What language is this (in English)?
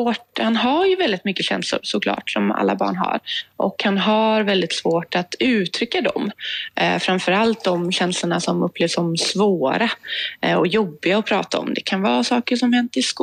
Swedish